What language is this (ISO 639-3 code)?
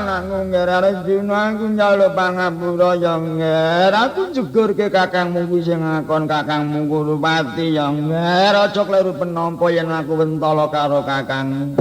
jav